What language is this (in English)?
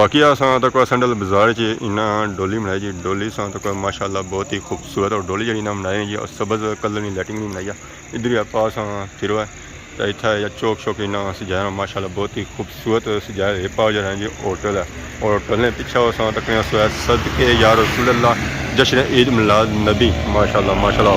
Pahari-Potwari